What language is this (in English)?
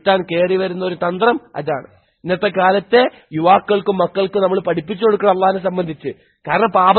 Malayalam